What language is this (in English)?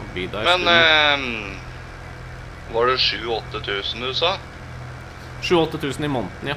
Norwegian